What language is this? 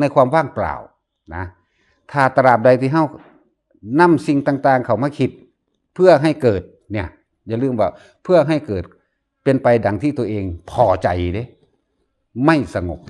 Northeastern Thai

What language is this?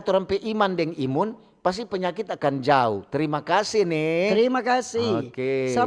Manado Malay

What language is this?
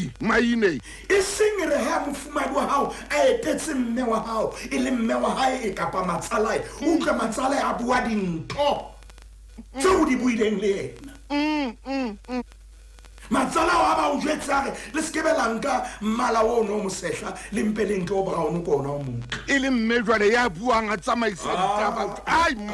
Southern Sotho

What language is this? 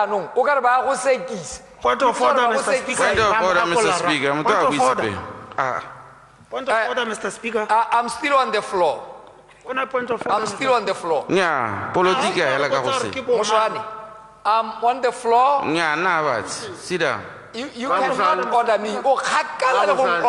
Tswana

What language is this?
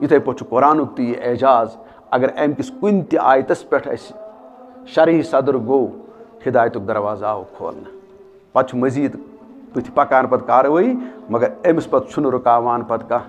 Kashmiri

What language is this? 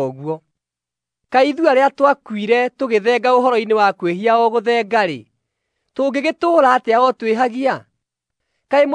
Kikuyu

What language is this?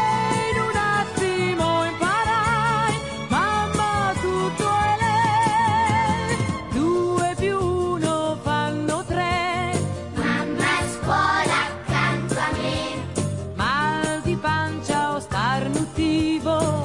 Italian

